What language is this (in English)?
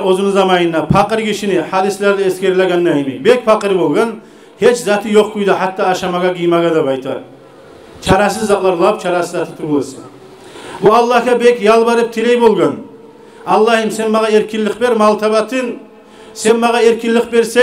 Kumyk